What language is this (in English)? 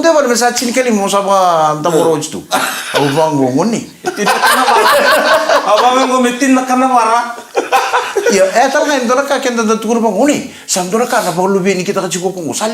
Fijian